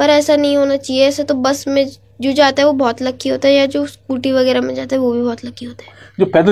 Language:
Hindi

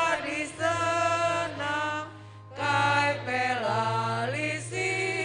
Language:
Batak Karo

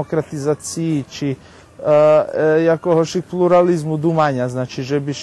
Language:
Rusyn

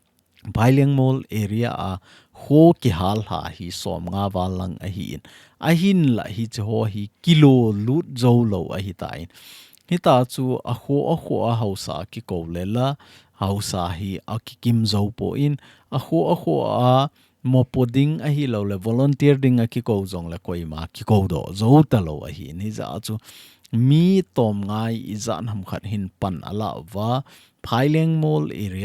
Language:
Thado Chin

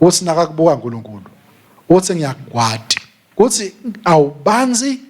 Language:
Swati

